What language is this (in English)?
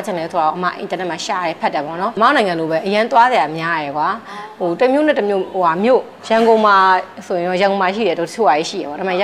Burmese